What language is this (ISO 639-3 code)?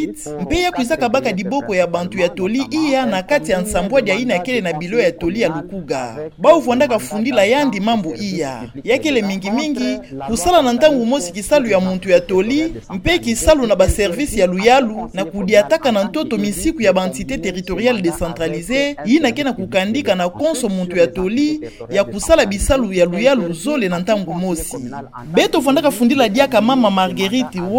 ktu